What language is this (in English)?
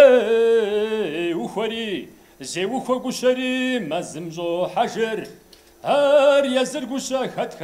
Kabardian